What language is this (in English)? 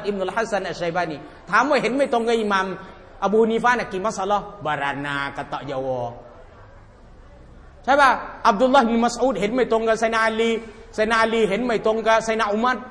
Thai